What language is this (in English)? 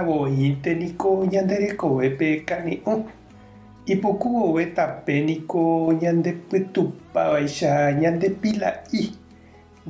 Guarani